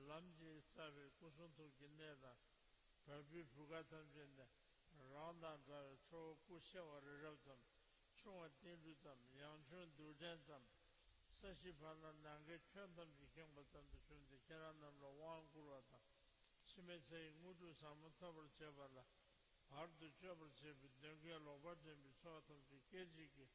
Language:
Tibetan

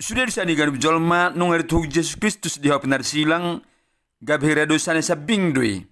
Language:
Batak Toba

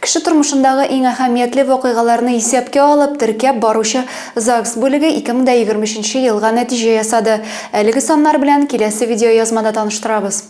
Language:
Tatar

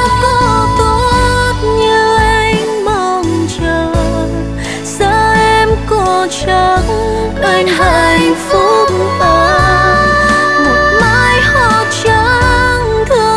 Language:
Vietnamese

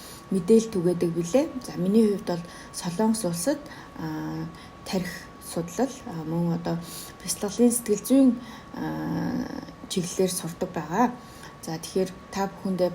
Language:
Mongolian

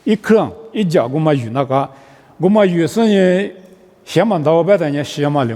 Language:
Lisu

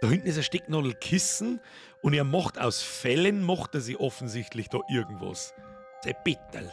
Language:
Bavarian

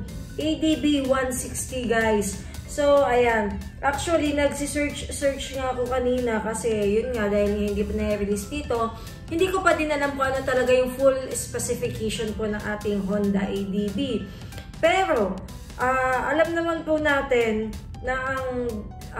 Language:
Filipino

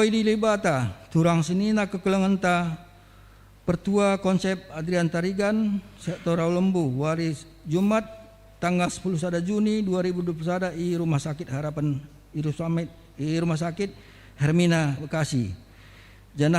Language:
Batak Karo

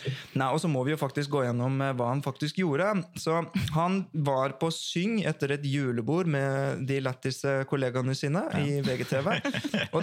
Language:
Norwegian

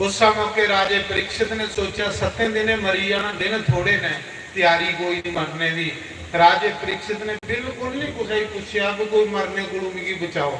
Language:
Dogri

